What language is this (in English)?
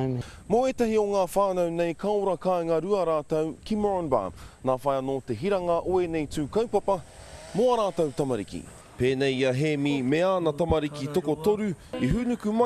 Māori